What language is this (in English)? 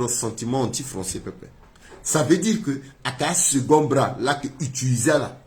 Sango